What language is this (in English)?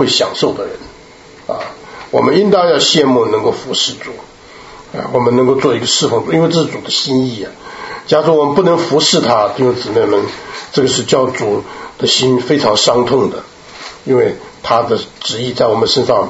Chinese